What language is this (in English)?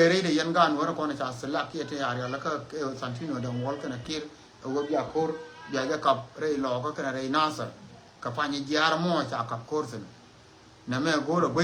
Nuer